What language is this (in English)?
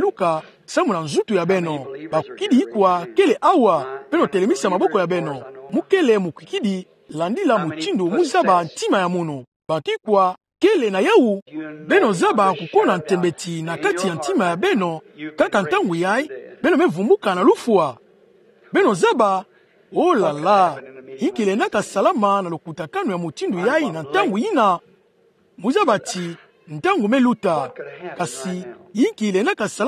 Kituba (Democratic Republic of Congo)